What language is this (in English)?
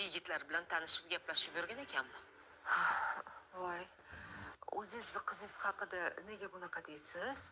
Uzbek